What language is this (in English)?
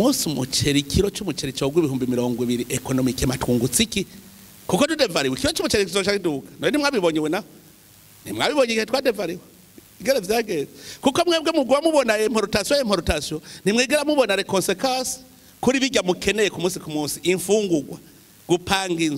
Rundi